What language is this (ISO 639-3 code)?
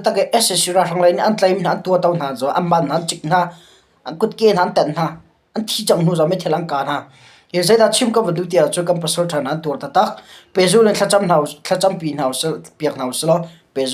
cnh